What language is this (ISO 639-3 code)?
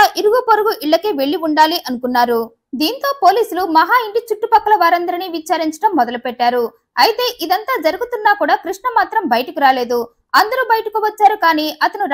tel